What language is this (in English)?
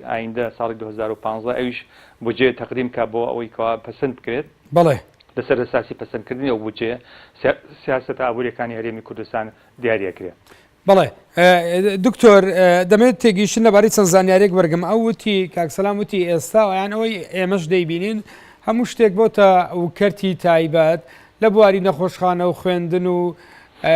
Central Kurdish